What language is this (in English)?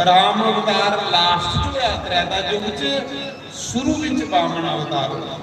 Dogri